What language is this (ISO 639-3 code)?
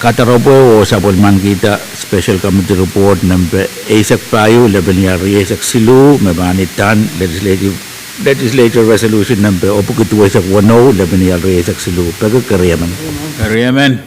pon